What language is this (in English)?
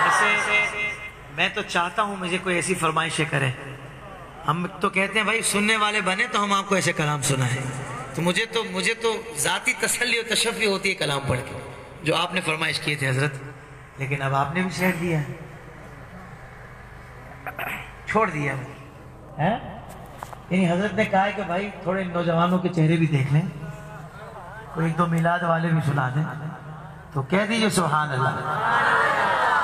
Urdu